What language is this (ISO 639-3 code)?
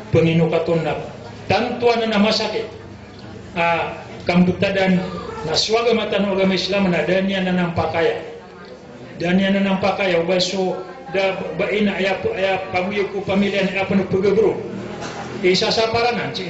mrw